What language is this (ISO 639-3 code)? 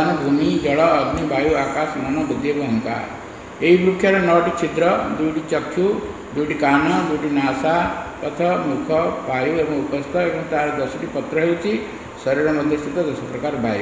ori